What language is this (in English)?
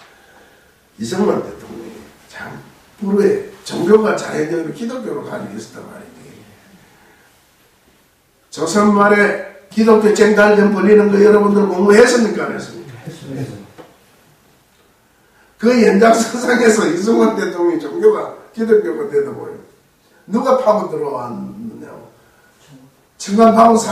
Korean